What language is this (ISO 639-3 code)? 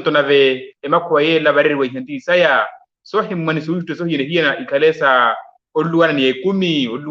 vmw